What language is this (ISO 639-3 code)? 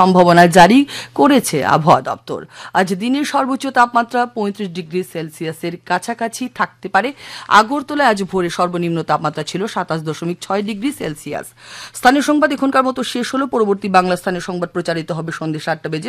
ben